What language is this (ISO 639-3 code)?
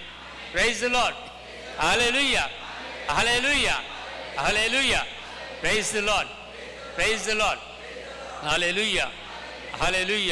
kok